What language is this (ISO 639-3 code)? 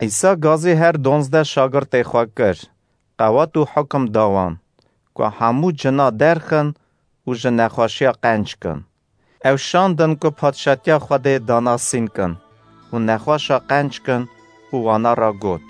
kur